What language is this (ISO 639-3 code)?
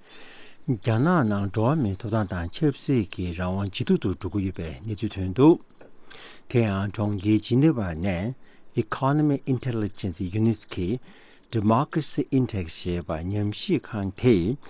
bod